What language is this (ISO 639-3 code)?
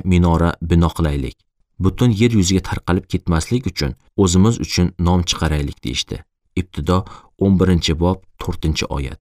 uzb